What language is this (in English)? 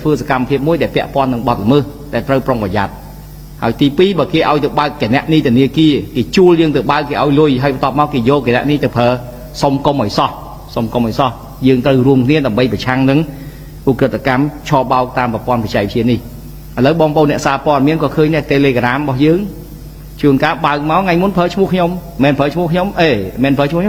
Khmer